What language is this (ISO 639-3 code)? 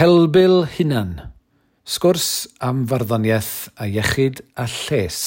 cym